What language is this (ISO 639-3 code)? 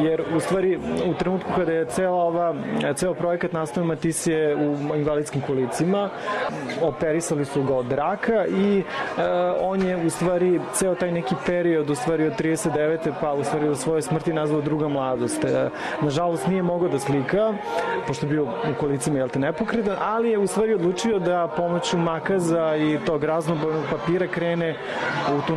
srp